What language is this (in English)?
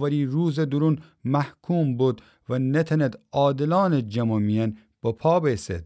Gilaki